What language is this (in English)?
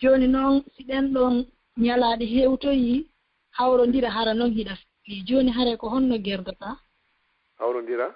Fula